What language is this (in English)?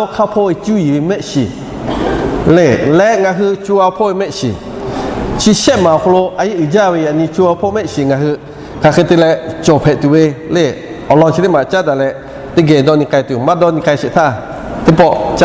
Lahu